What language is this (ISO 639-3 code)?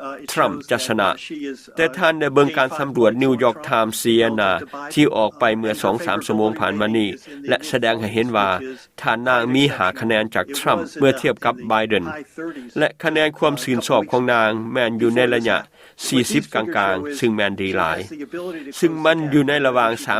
lao